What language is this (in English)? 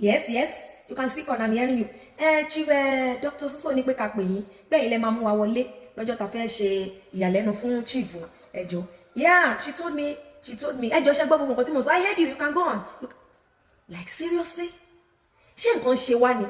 Yoruba